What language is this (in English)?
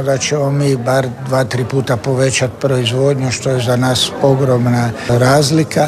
Croatian